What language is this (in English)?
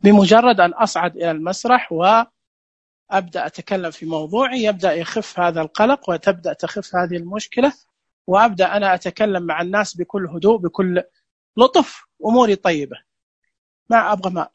Najdi Arabic